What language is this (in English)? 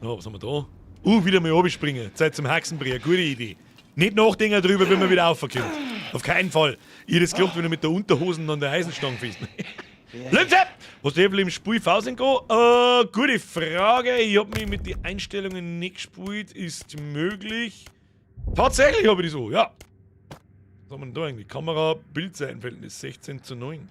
Bavarian